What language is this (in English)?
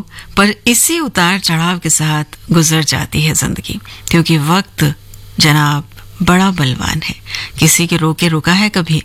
Hindi